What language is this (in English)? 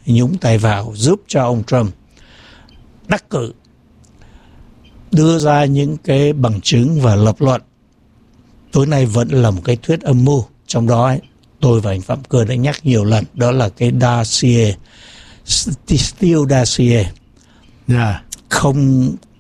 Vietnamese